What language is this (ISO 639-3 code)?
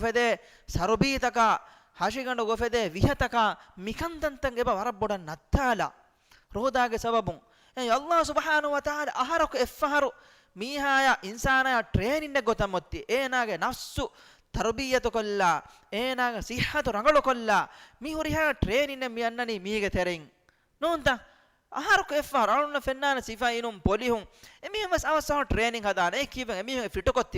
div